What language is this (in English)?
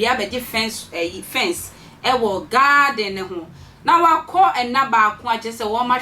Akan